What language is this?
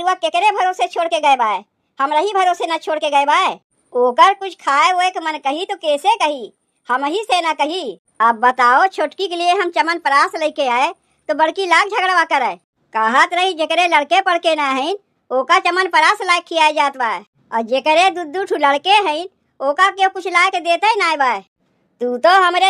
Awadhi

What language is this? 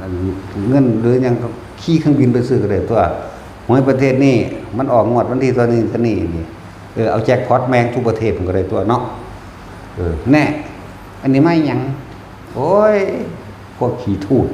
Northeastern Thai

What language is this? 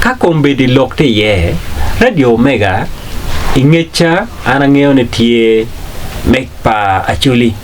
Acoli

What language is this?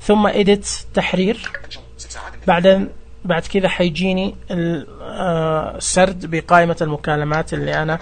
Najdi Arabic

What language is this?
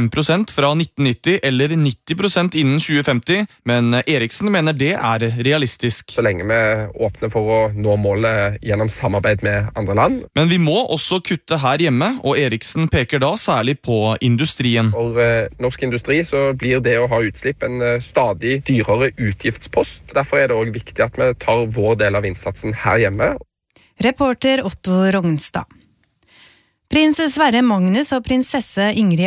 Norwegian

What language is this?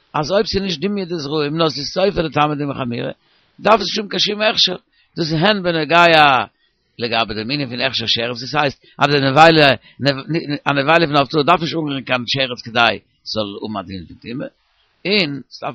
Yiddish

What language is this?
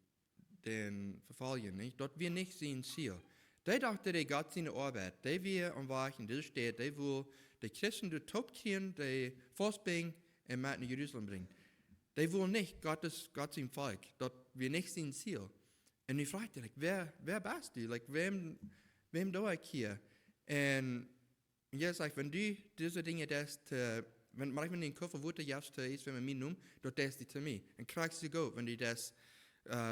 Plautdietsch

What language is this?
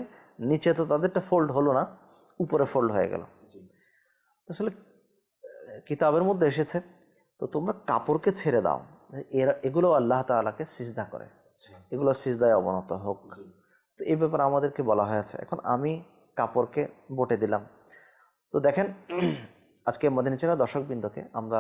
Bangla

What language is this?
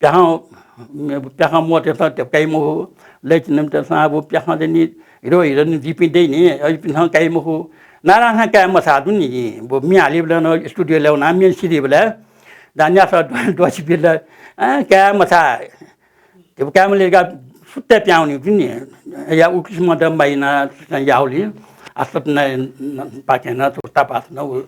Newari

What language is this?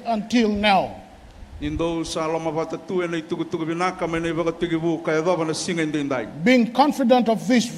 Fijian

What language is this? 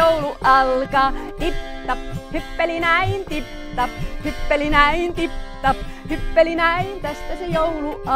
Finnish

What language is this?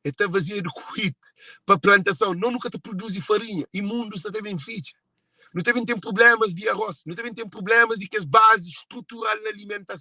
Kabuverdianu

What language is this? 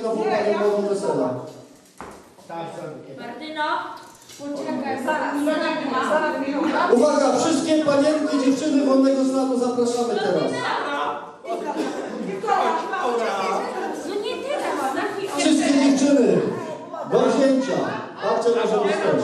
Polish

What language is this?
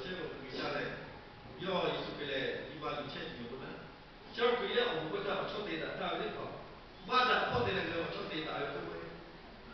Lahu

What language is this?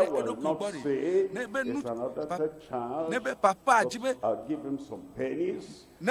Ewe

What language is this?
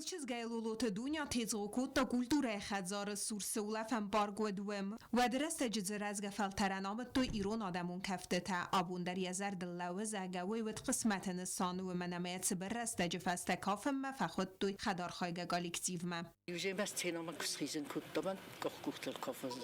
Ossetic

